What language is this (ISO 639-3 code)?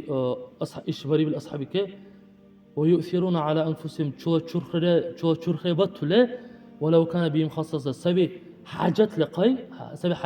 dar